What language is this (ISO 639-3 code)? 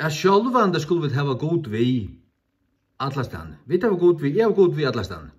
fao